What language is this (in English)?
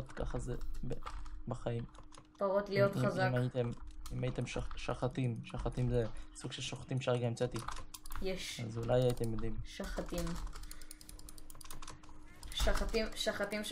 Hebrew